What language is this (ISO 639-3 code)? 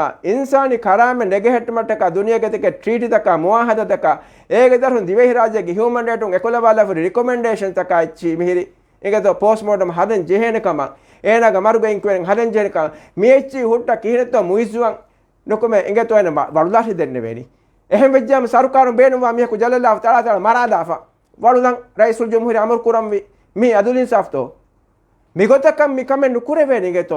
div